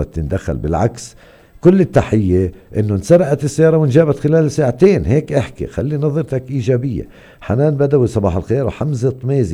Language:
North Levantine Arabic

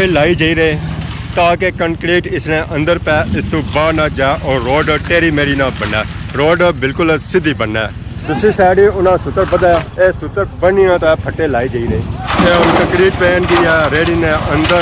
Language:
Pahari-Potwari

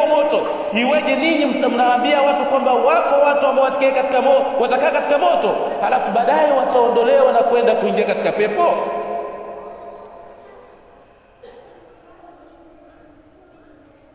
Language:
Swahili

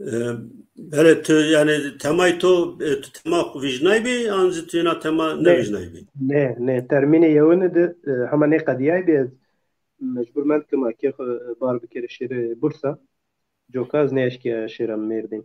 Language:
Zaza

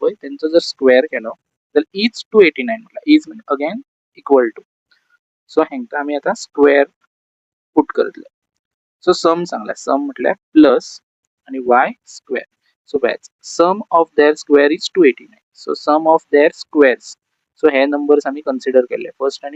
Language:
Konkani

